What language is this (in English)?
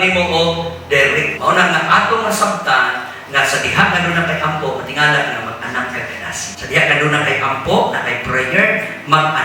Cebuano